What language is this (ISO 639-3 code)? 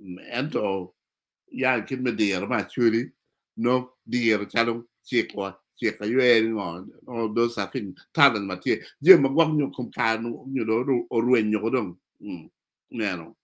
ach